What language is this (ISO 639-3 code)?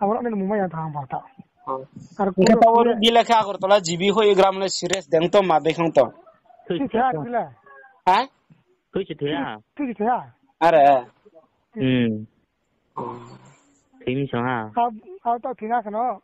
ria